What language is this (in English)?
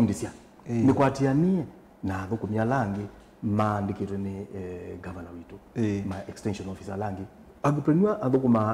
Kamba